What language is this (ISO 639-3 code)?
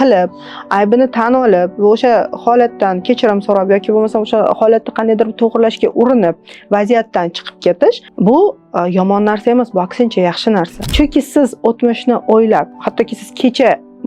uzb